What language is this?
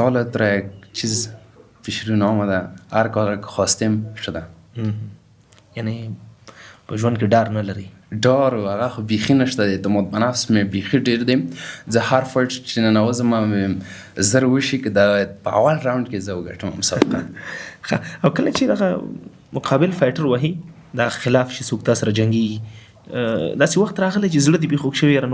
Pashto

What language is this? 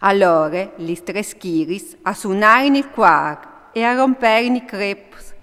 Friulian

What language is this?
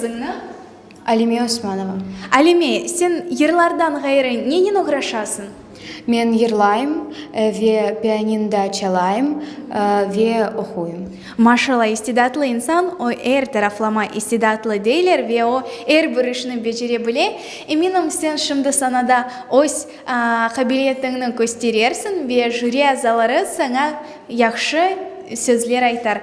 Crimean Tatar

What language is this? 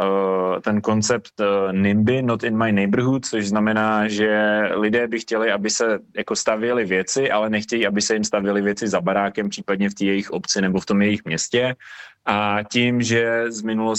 Czech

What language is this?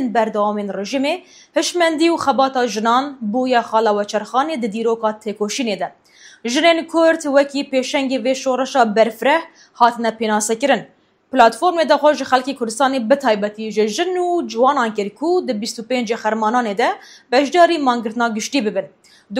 Kurdish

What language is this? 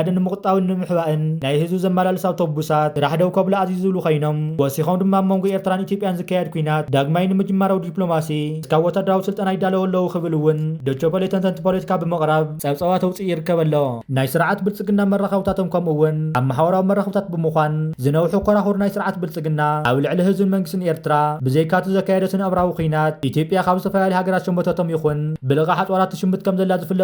Tigrinya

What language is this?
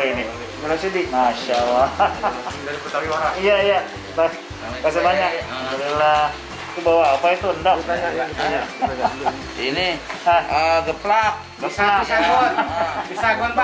Betawi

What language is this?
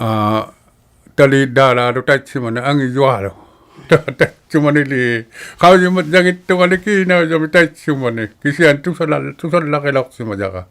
Inuktitut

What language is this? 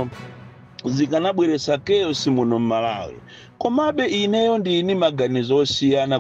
Nyanja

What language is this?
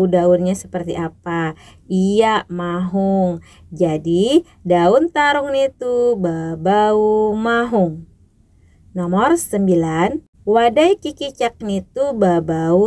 Banjar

